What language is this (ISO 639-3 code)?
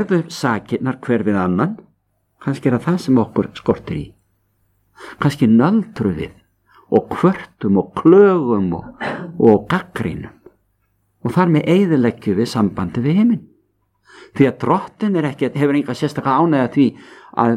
isl